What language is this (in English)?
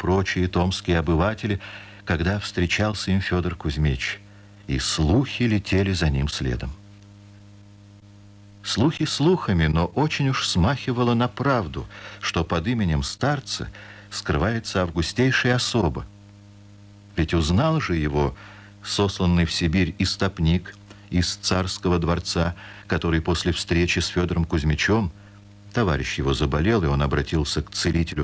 Russian